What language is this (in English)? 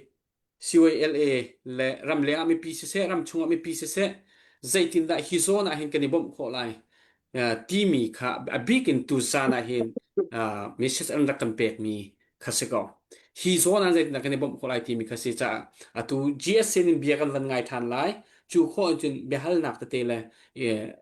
Hakha Chin